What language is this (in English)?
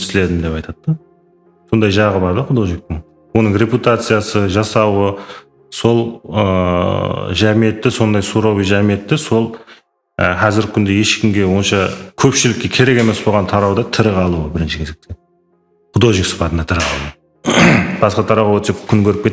Kara-Kalpak